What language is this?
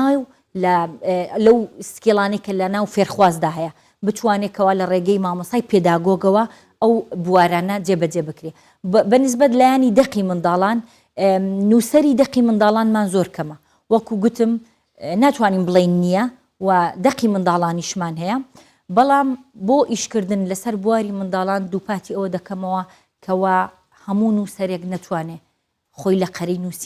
Central Kurdish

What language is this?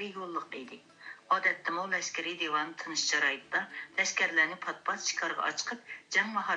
Uyghur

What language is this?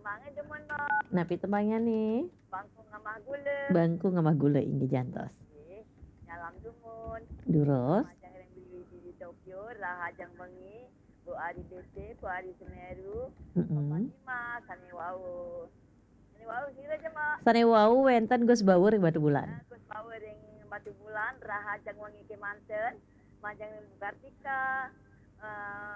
Balinese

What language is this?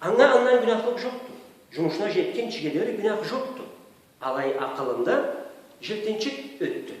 Karachay-Balkar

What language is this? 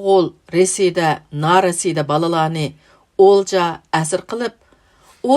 Uyghur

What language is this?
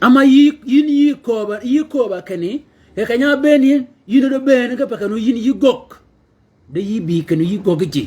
Shilluk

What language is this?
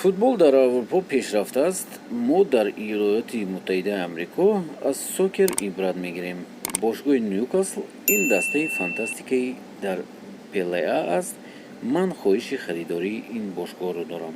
Tajik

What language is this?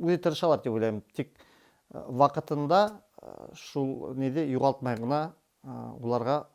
Bashkir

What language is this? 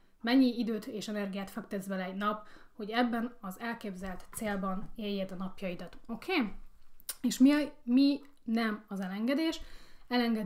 Hungarian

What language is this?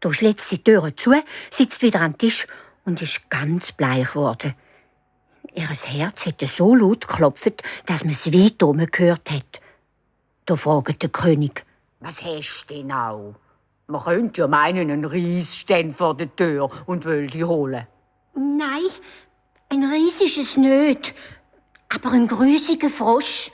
Swiss German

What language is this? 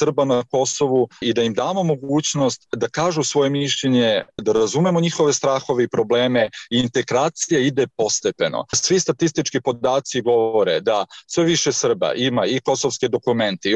Serbian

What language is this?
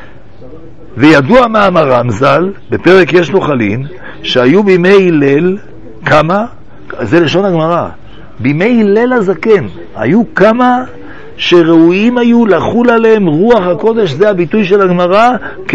Hebrew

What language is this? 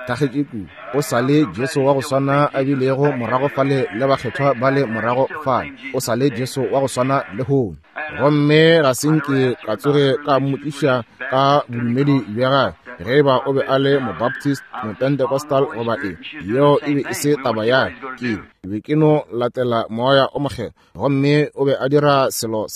Northern Sotho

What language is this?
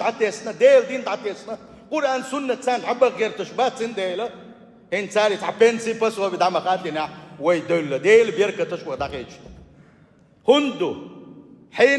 Chechen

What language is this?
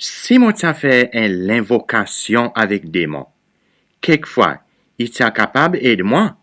Seselwa Creole French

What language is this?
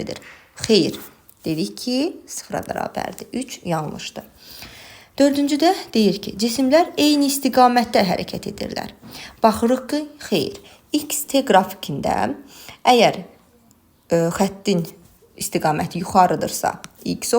Azerbaijani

